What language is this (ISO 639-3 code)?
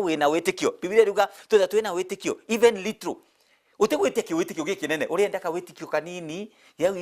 mer